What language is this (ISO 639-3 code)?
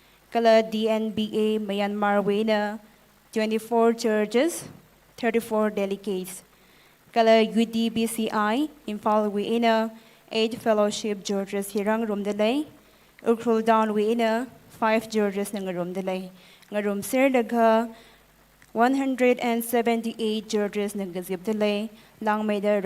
nmf